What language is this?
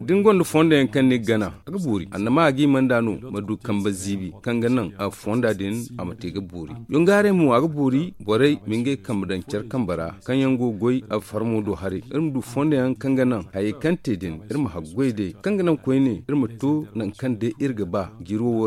Zarma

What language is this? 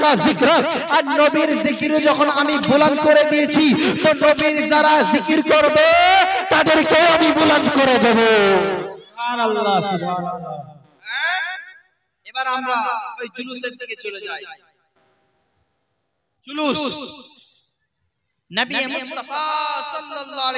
Bangla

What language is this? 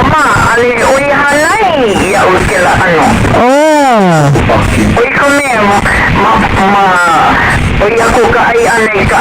Hawaiian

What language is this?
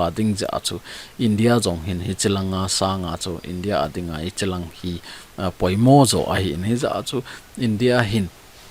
Thado Chin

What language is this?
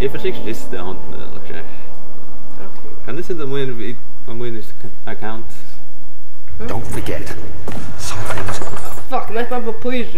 Faroese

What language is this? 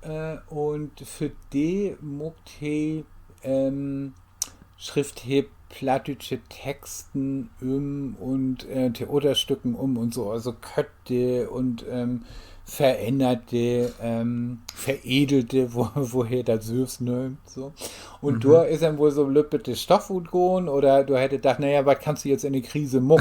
Low German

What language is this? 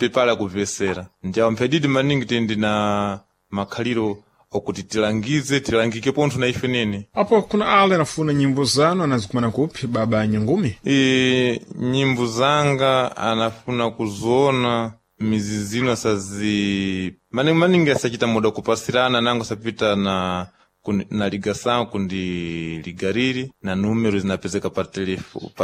Sena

